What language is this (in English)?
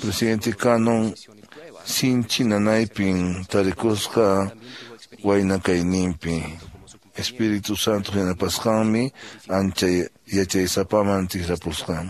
Quechua